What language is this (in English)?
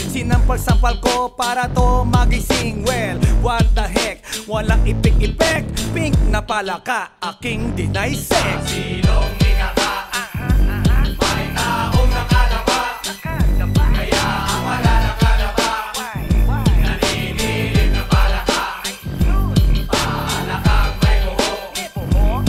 Filipino